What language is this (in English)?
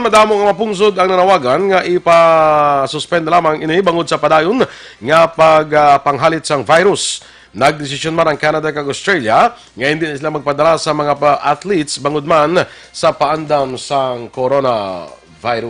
Hiligaynon